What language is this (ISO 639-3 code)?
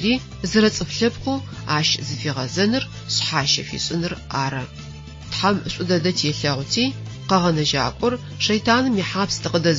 ady